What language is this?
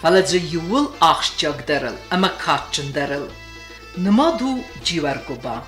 Ossetic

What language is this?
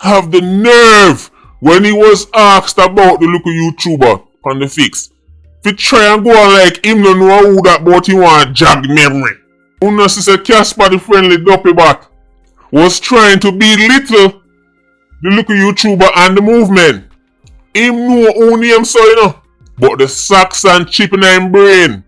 Jamaican Creole English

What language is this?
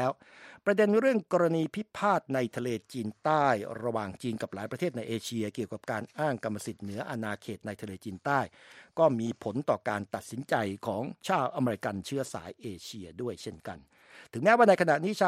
Thai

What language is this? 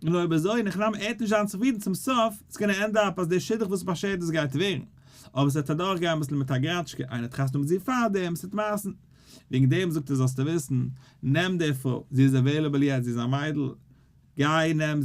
Yiddish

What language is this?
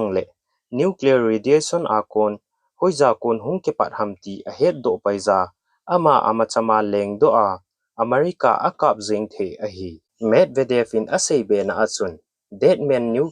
Thado Chin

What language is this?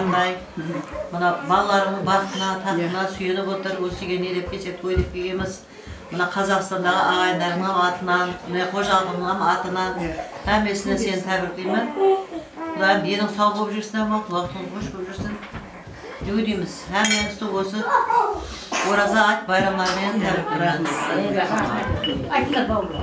Kazakh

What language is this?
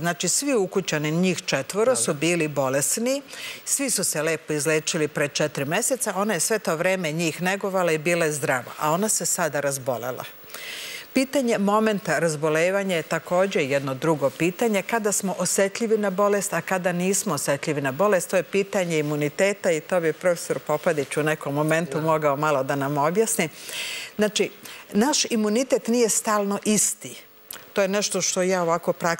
Serbian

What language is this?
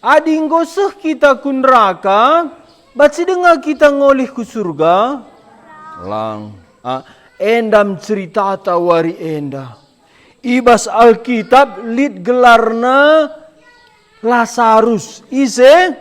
Batak Karo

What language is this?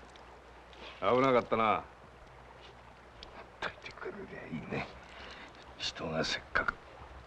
Japanese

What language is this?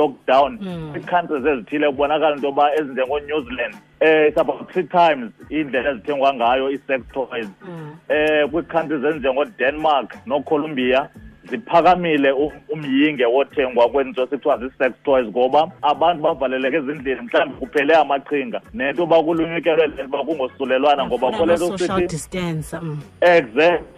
Xhosa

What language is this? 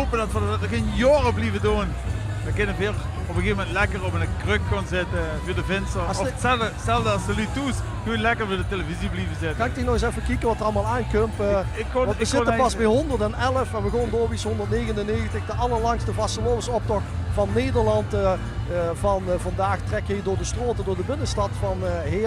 Limburgish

